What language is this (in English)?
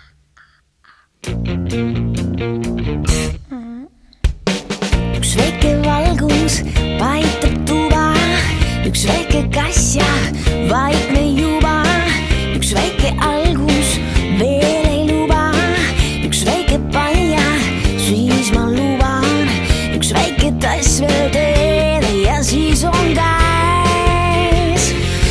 Estonian